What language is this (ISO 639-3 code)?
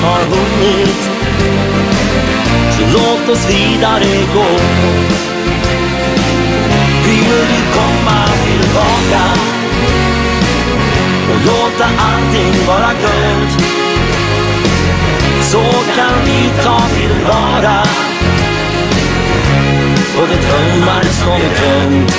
swe